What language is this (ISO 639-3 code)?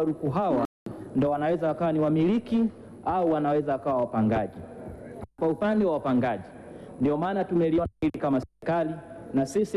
swa